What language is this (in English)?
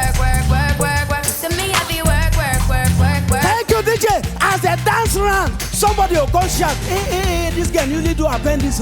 Nigerian Pidgin